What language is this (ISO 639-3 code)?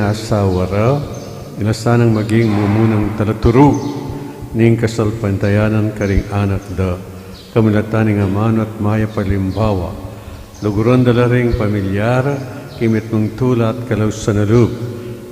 pam